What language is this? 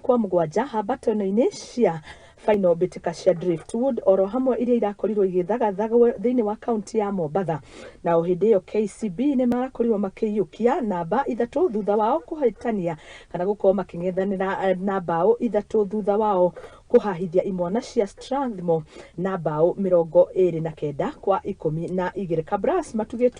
Kikuyu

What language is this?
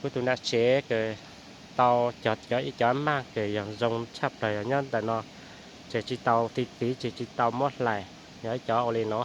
Hmong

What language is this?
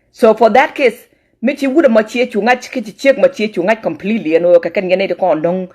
Nuer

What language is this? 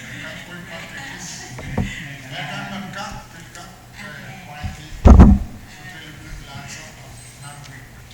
Pohnpeian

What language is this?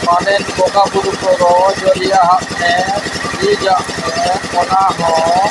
Santali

